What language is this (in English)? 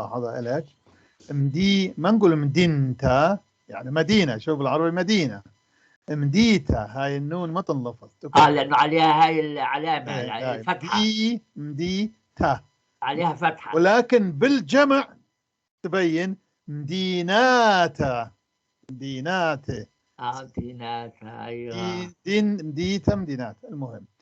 North Levantine Arabic